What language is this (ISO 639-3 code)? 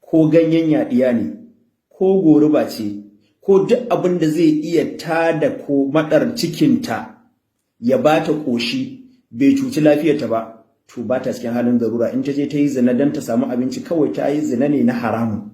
hau